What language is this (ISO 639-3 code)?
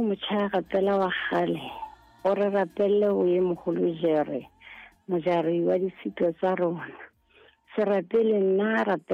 sot